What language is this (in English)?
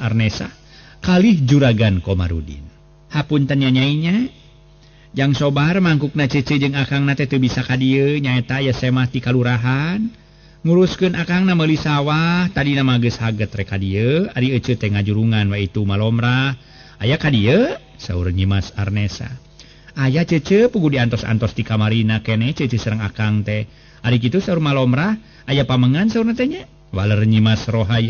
Sundanese